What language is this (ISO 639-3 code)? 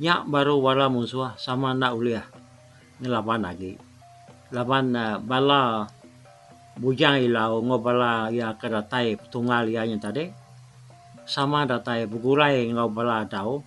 iba